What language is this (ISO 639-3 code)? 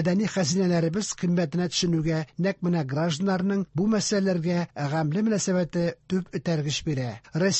tat